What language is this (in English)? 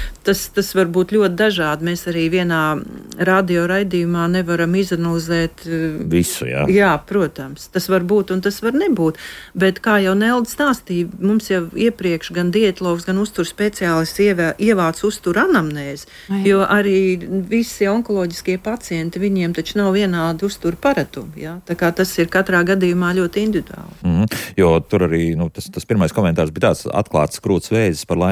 Latvian